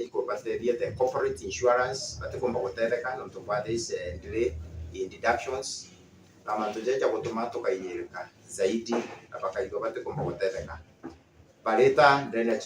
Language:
Meru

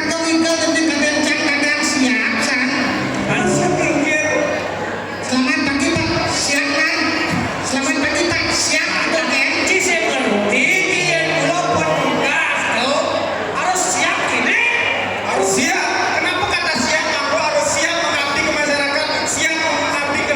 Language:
Balinese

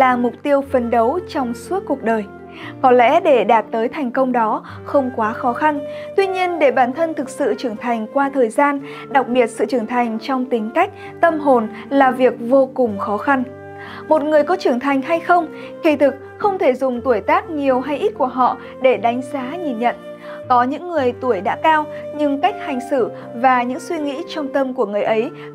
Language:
Vietnamese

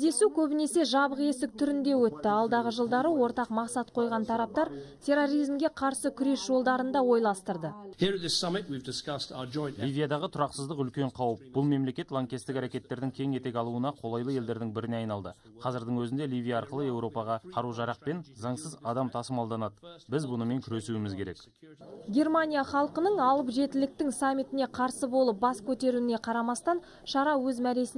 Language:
Kazakh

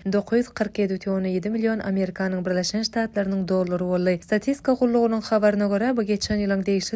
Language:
Turkmen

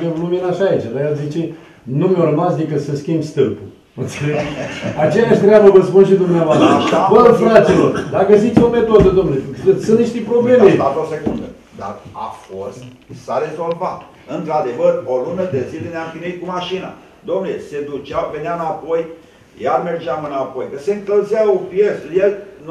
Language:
Romanian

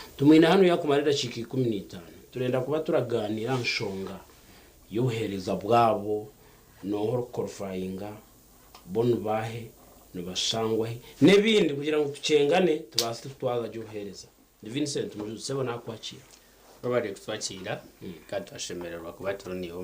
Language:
Nyankole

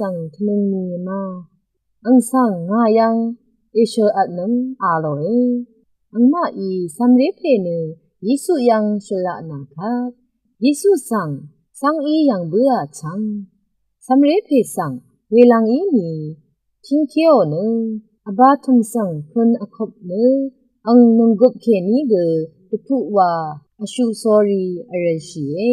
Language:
Rawang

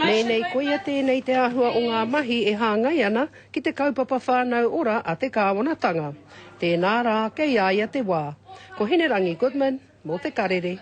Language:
Māori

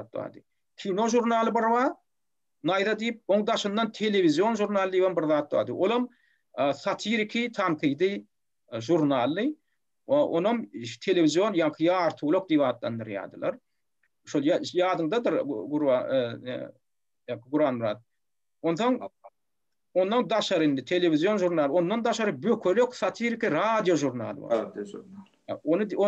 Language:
Turkmen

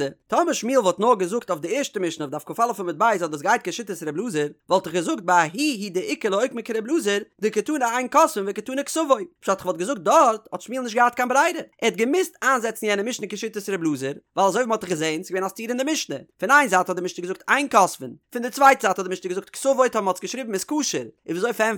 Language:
Yiddish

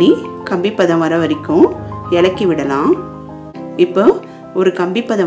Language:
Tamil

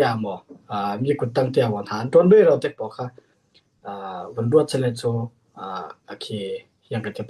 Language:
Falam Chin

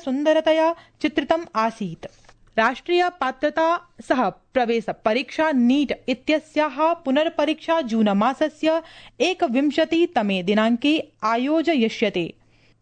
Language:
Sanskrit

